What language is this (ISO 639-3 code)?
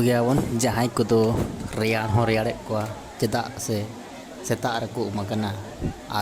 sat